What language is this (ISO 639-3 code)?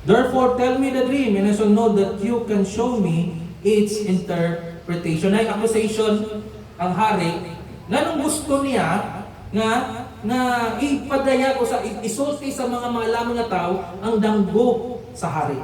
ceb